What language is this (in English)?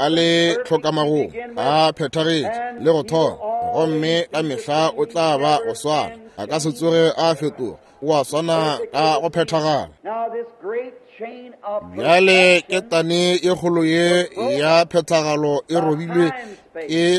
Northern Sotho